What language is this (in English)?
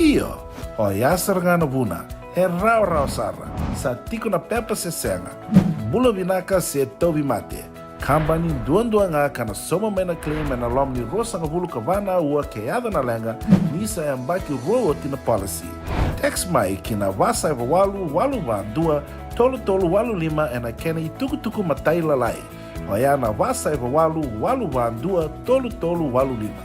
Fijian